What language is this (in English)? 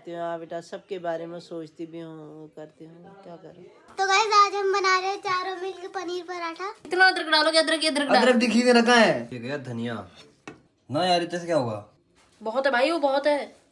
Hindi